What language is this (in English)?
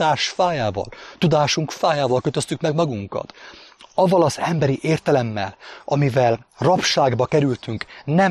Hungarian